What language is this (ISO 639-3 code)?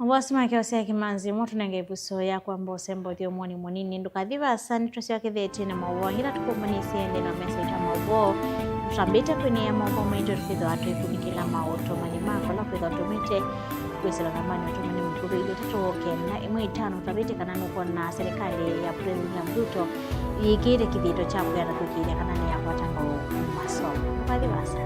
kam